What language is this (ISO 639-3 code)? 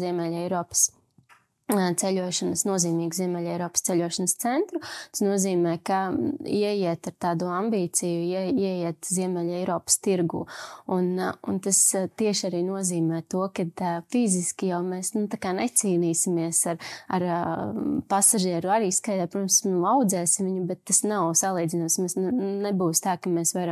lav